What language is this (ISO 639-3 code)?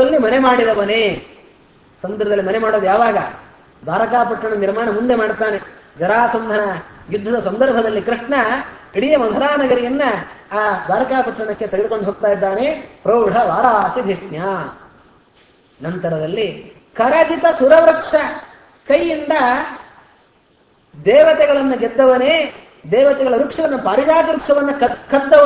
kan